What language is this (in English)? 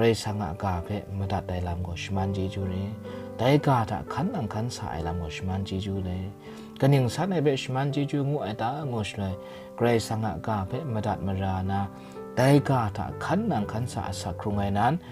Kachin